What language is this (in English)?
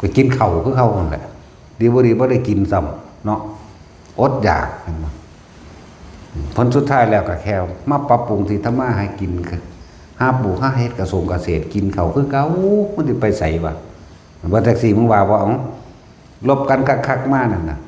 Northeastern Thai